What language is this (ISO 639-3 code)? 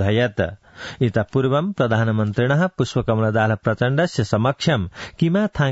san